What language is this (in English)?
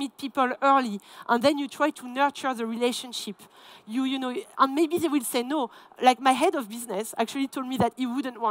English